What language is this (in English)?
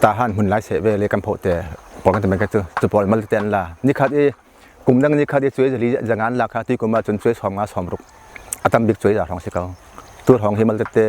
Falam Chin